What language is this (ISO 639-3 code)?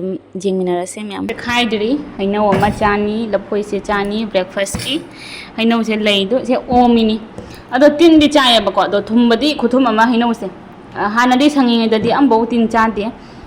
mni